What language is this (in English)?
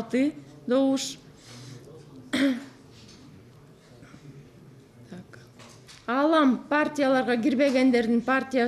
Kyrgyz